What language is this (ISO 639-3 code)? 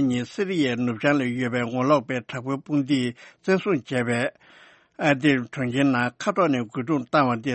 bod